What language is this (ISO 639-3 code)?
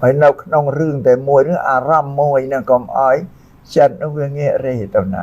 khm